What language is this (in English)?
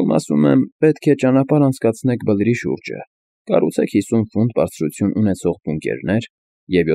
Armenian